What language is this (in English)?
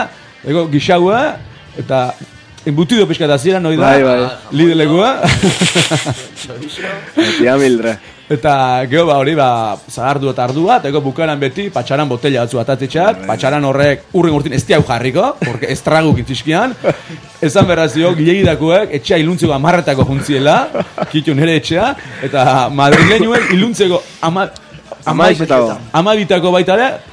Basque